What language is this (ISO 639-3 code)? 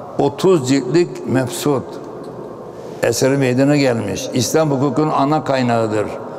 tur